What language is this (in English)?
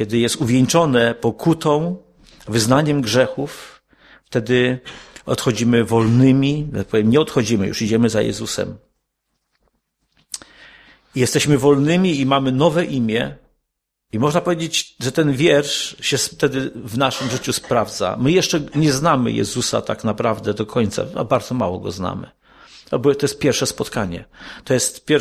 Polish